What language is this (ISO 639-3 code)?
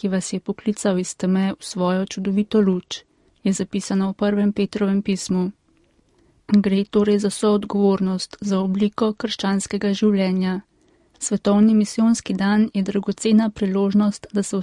slv